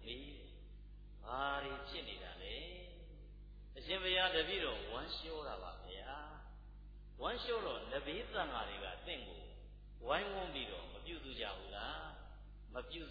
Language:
Burmese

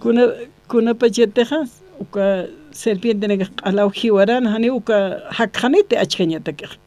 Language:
Aymara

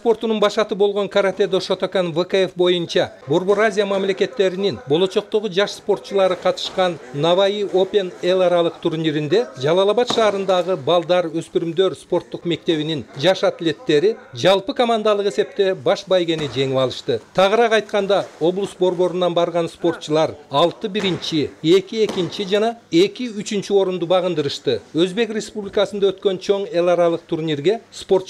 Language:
Kyrgyz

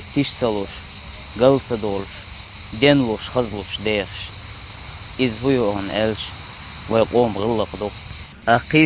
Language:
Chechen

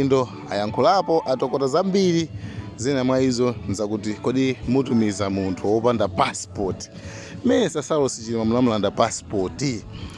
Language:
Nyanja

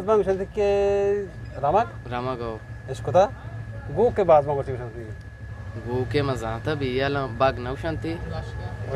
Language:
Eastern Balochi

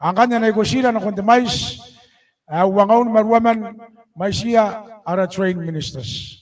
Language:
Gilbertese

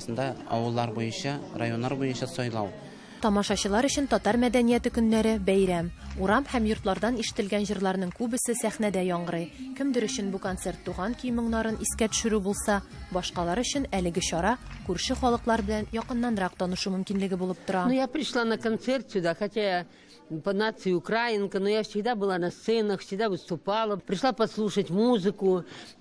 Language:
Tatar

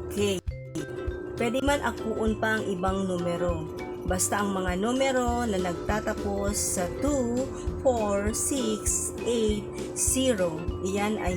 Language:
Bikol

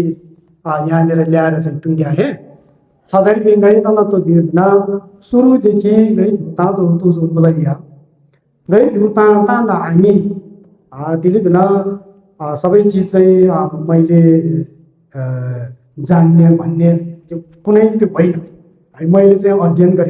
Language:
Nepali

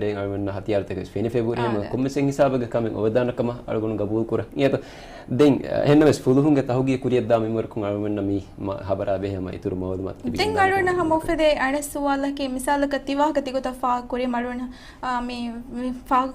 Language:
Divehi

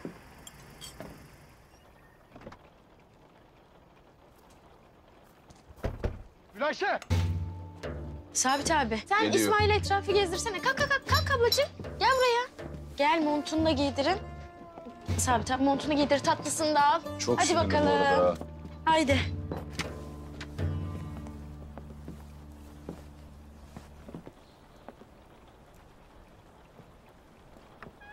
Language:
Turkish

